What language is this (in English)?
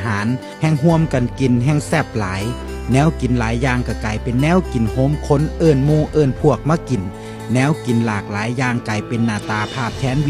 Northeastern Thai